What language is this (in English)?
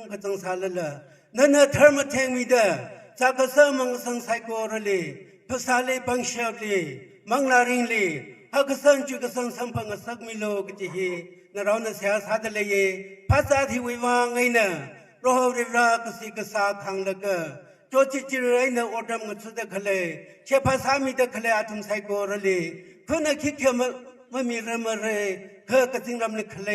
Tangkhul Naga (India)